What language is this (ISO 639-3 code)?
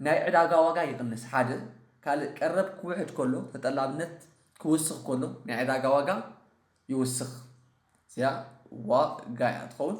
tir